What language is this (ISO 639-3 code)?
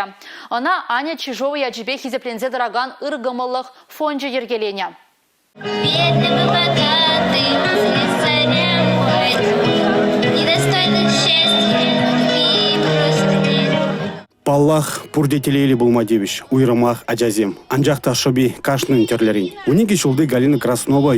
chv